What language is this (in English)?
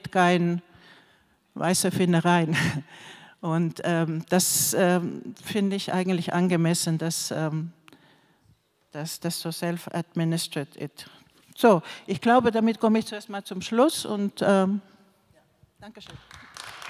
German